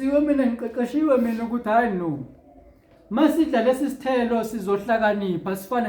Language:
Zulu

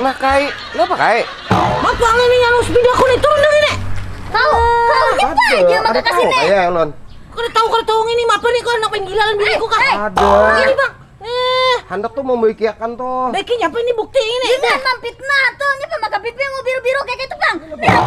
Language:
Banjar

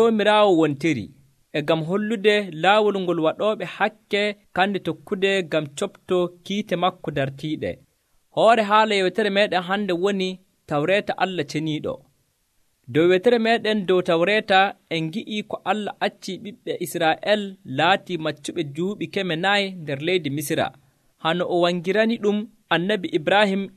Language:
Nigerian Fulfulde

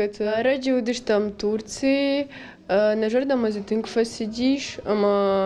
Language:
Ossetic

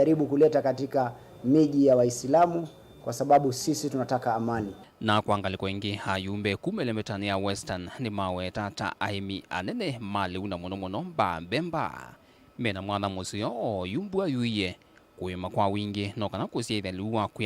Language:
Kamba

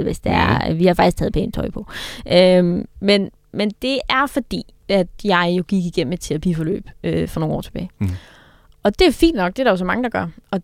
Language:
Danish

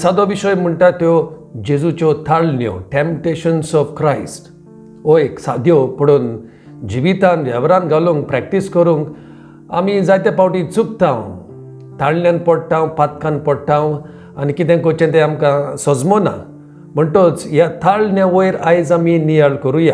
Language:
Konkani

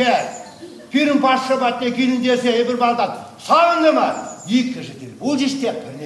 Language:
Chuvash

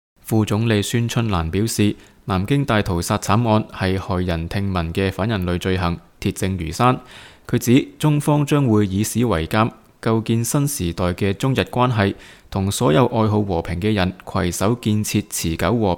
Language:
Cantonese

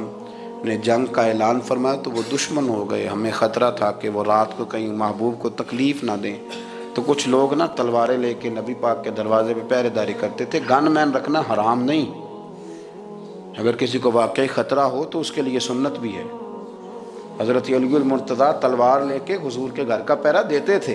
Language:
Urdu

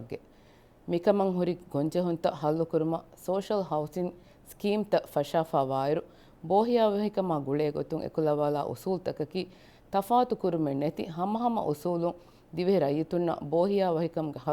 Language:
Divehi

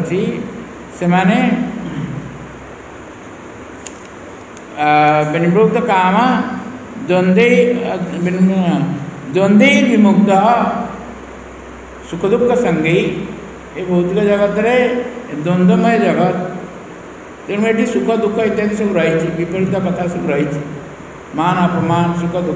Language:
Odia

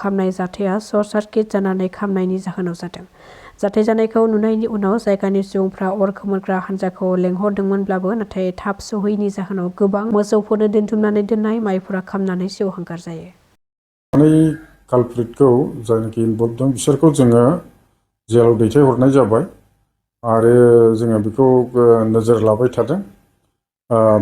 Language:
Bodo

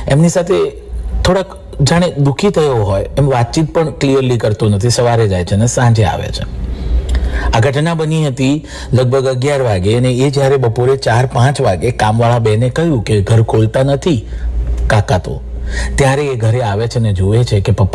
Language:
Gujarati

